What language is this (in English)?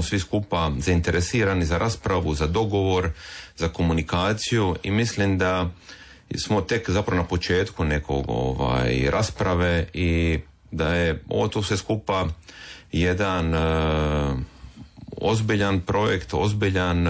Croatian